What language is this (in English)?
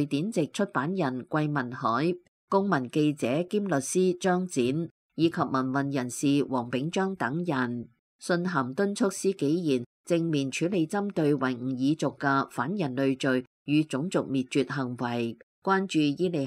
Cantonese